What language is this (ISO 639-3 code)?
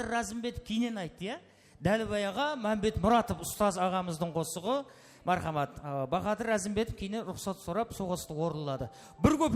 kaa